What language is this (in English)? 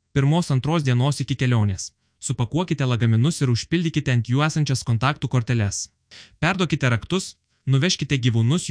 Lithuanian